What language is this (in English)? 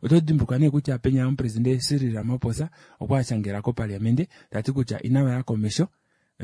Kuanyama